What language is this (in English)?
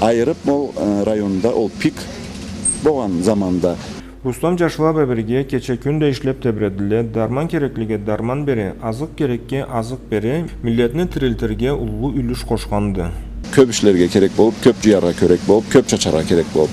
Karachay-Balkar